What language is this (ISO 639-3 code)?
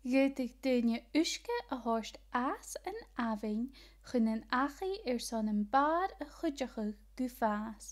gla